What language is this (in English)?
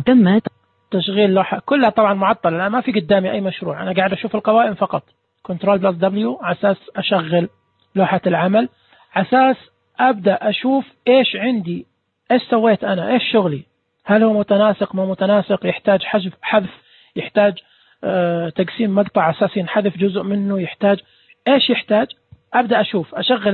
Najdi Arabic